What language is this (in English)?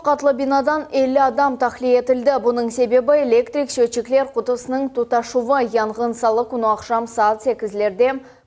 Crimean Tatar